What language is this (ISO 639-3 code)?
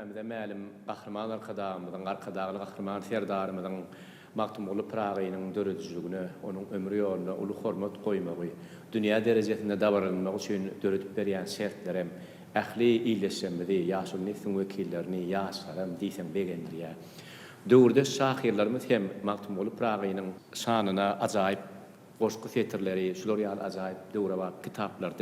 tuk